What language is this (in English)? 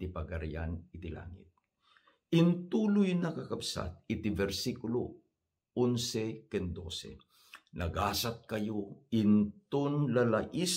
Iloko